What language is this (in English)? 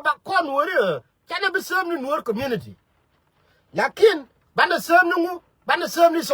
Nuer